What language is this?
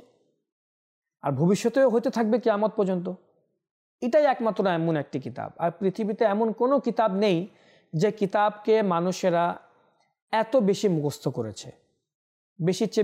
Bangla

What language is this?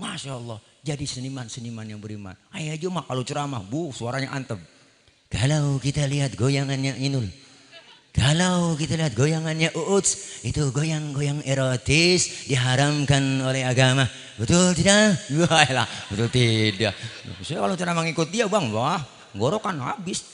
Betawi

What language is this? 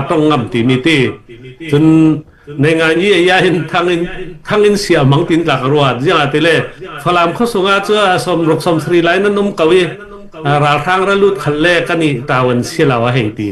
Falam Chin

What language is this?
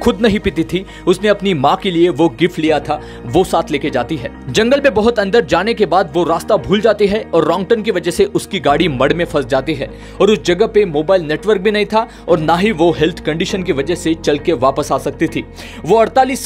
Hindi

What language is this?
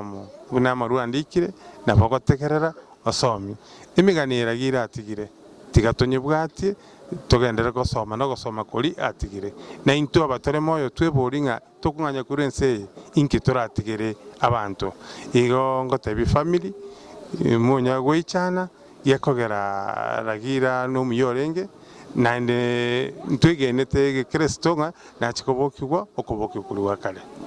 Gusii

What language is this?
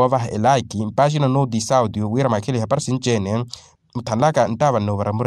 Makhuwa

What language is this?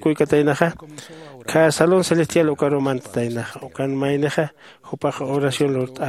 Aymara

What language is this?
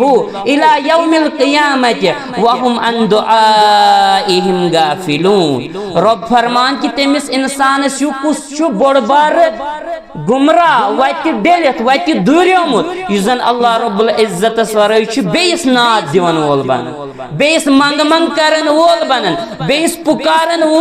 Kashmiri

